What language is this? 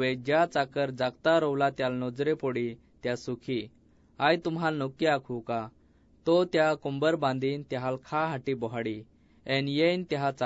Assamese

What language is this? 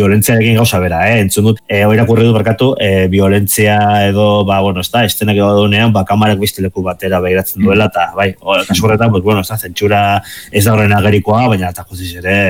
Basque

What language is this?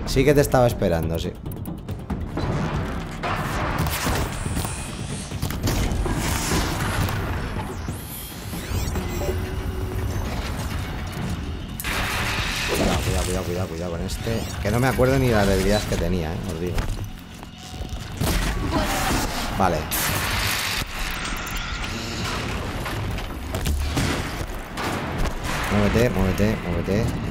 Spanish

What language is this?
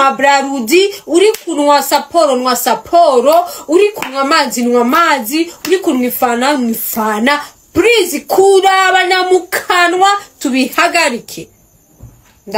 Rundi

